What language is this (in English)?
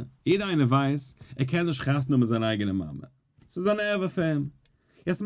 Yiddish